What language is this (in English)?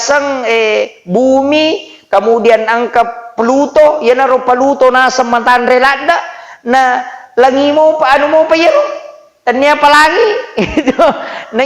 Buginese